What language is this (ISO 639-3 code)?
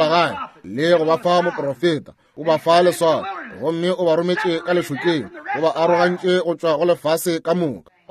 nso